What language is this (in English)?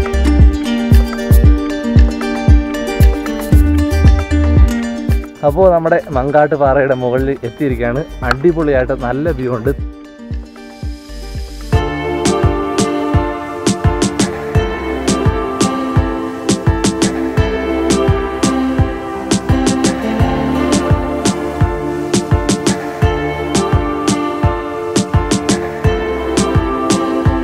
Malayalam